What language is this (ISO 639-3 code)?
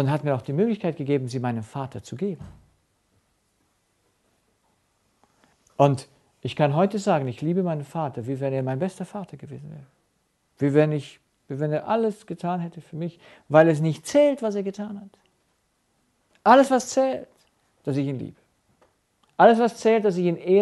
deu